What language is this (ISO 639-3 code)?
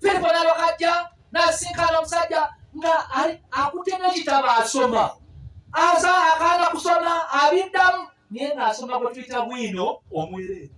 lug